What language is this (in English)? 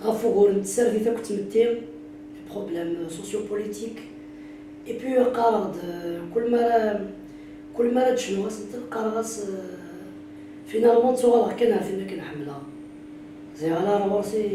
Kabyle